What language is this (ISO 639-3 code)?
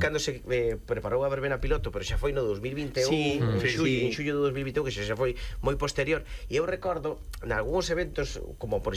glg